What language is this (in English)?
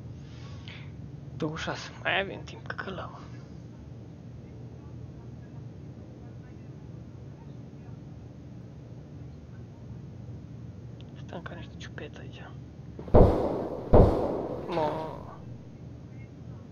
Romanian